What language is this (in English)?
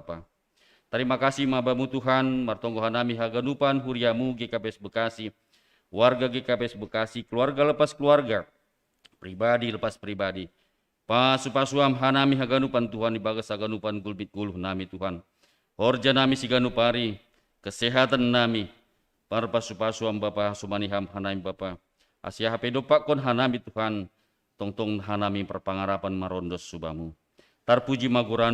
Batak Simalungun